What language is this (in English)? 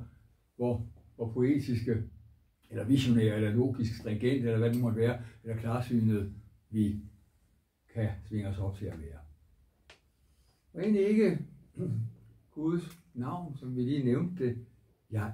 Danish